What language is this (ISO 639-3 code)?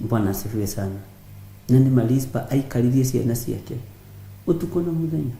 kik